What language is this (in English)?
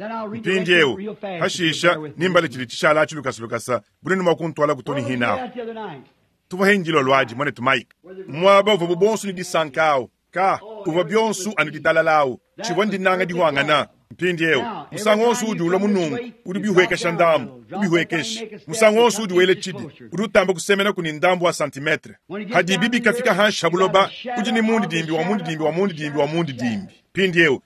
Luba-Lulua